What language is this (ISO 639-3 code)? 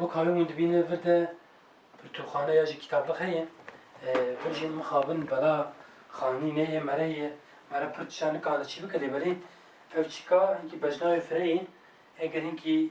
kur